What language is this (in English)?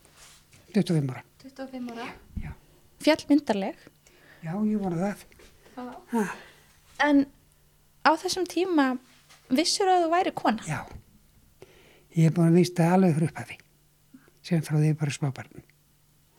Icelandic